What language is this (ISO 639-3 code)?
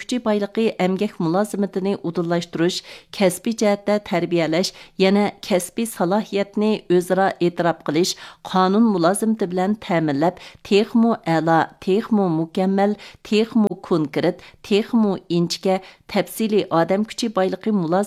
uig